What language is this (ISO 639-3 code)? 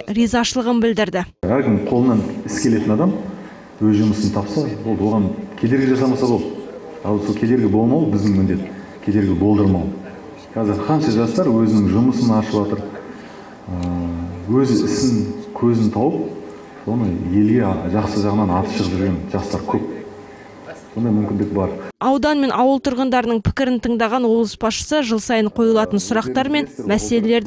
kaz